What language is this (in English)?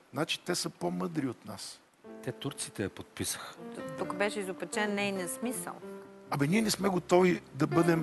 Bulgarian